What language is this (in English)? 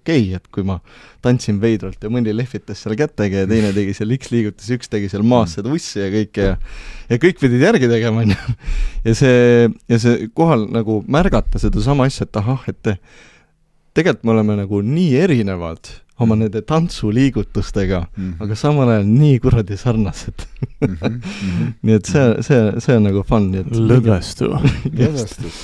Estonian